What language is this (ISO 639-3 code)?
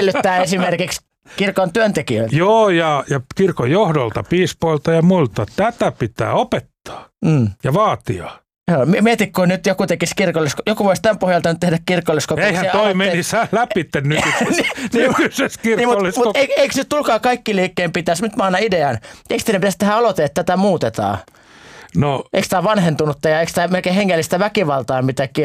fin